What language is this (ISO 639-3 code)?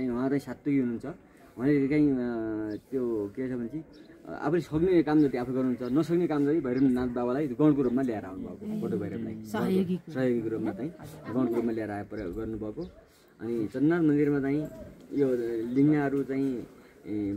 nep